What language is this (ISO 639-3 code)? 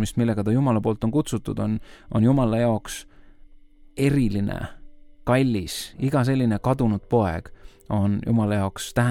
est